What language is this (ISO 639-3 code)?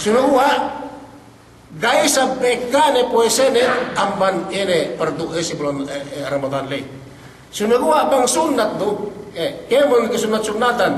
yka